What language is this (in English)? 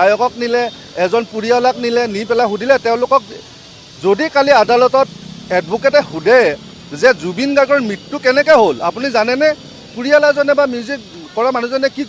Assamese